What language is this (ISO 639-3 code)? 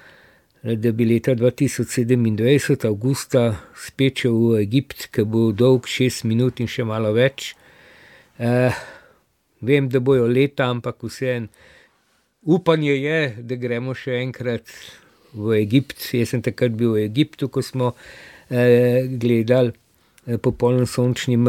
slv